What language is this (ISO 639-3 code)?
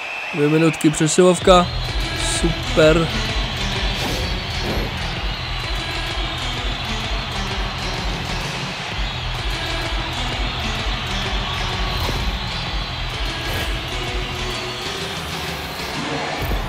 ces